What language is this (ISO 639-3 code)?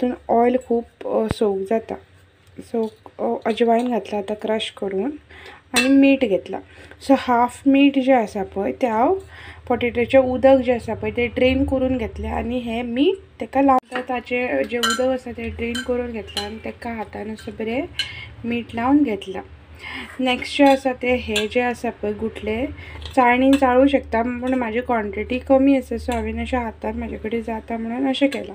kok